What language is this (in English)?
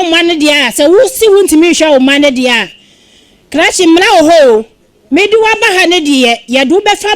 Akan